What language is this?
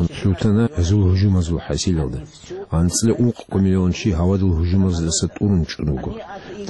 Avaric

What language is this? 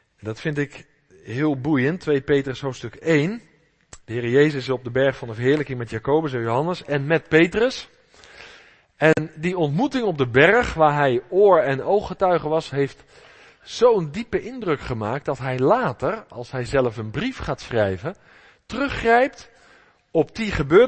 Dutch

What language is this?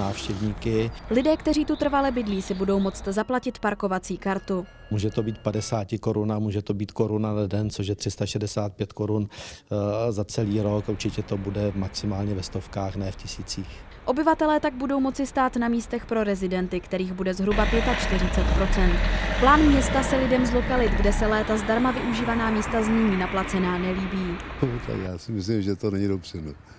Czech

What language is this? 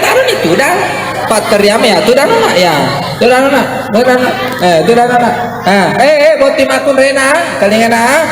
Buginese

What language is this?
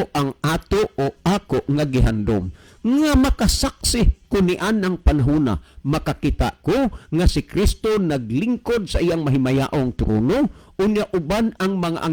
Cebuano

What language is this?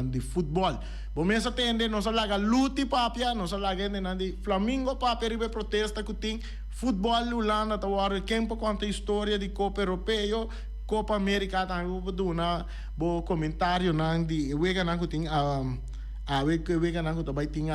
Papiamento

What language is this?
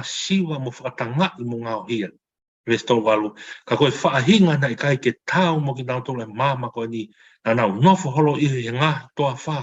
Tongan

